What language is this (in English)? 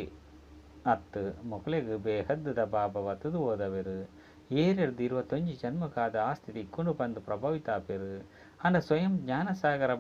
Tulu